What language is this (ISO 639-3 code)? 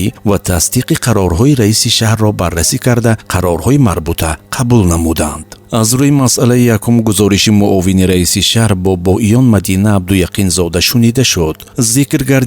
tgk